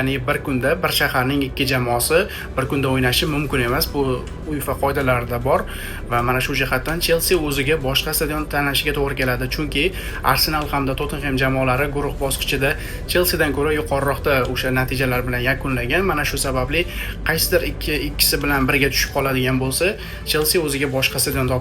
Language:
Uzbek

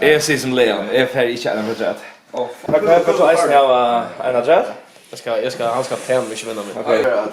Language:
Faroese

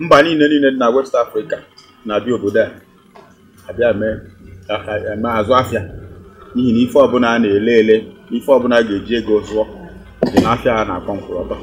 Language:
Igbo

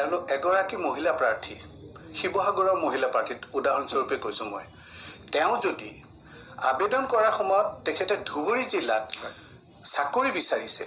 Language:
Assamese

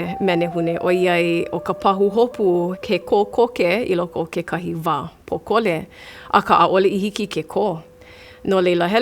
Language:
Hawaiian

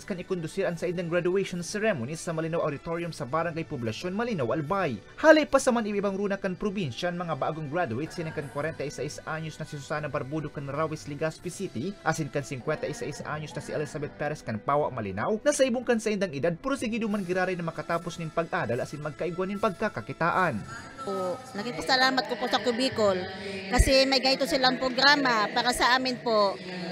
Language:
Bikol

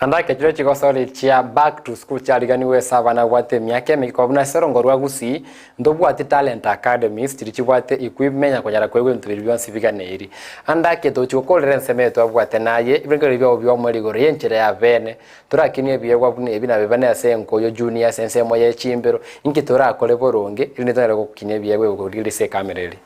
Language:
Gusii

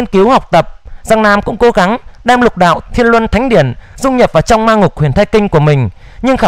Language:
Vietnamese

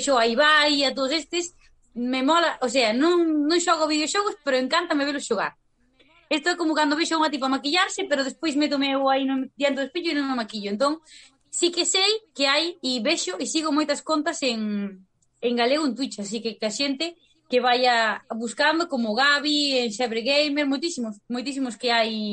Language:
Galician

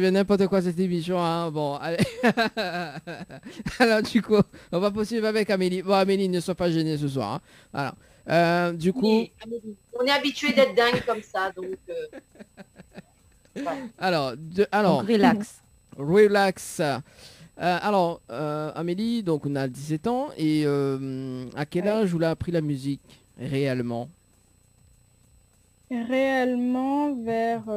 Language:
French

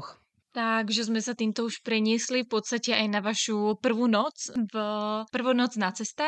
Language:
Slovak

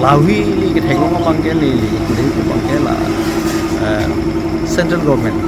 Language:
Karbi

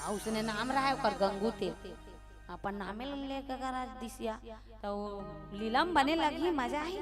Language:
Chhattisgarhi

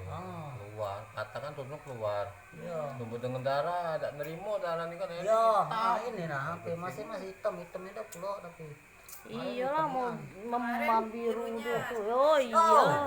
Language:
Musi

